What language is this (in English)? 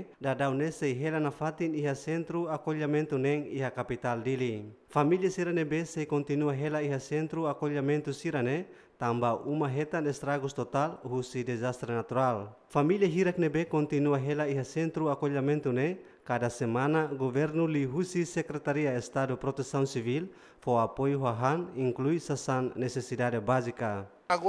Tetum